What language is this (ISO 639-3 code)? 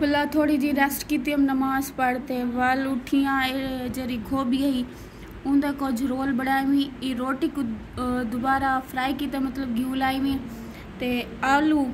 skr